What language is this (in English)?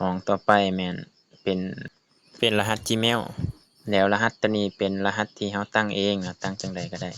Lao